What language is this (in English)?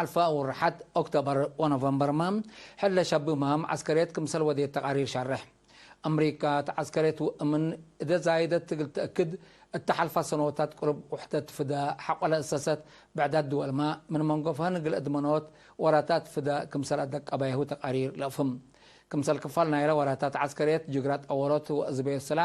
Tigre